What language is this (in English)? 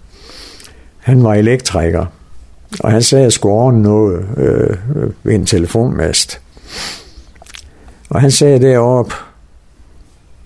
Danish